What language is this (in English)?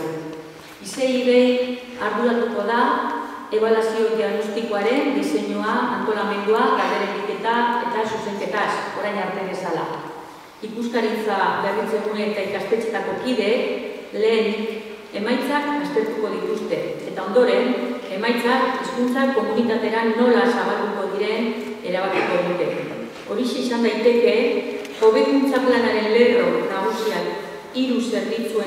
Basque